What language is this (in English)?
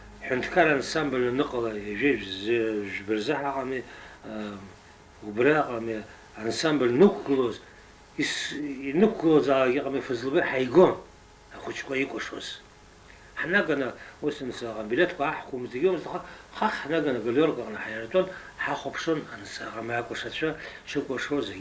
Abkhazian